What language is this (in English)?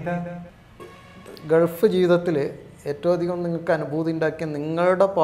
Malayalam